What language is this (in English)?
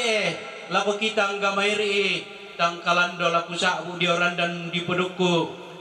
Toraja-Sa'dan